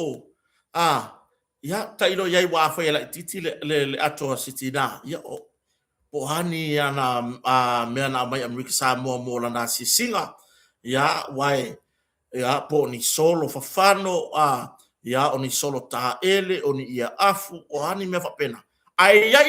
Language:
Samoan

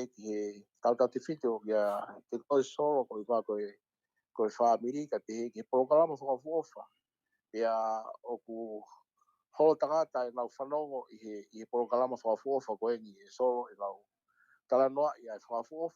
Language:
Tongan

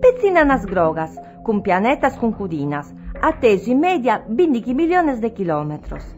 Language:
Sardinian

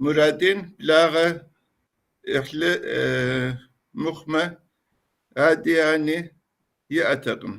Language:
Kabardian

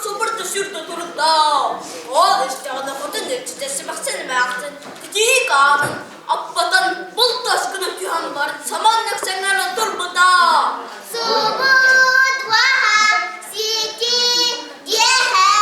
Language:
Yakut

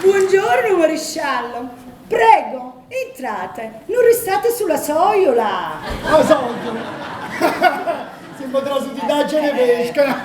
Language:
Neapolitan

